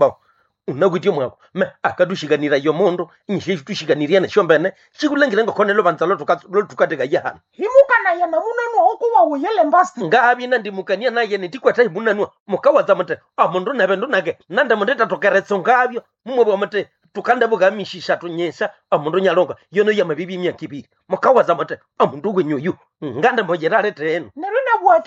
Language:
Nande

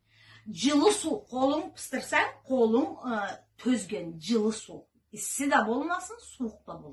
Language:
Karachay-Balkar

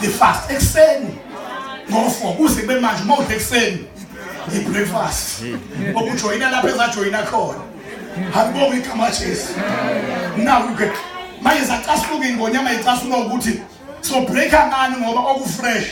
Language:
Zulu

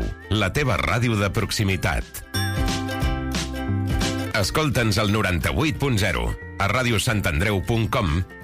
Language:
Catalan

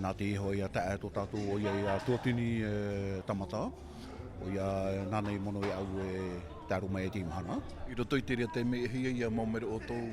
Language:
Tahitian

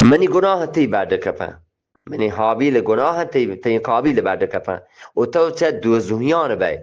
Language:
Eastern Balochi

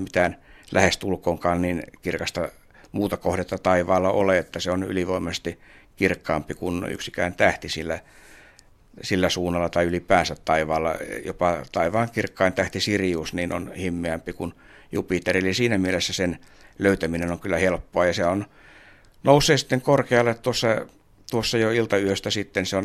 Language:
Finnish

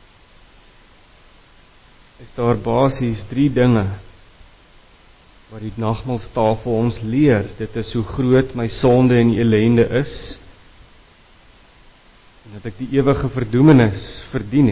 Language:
Afrikaans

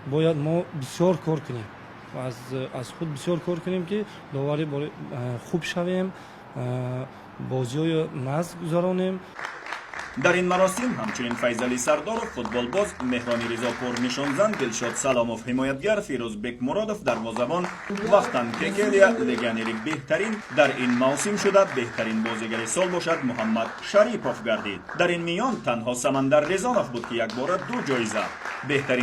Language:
Tajik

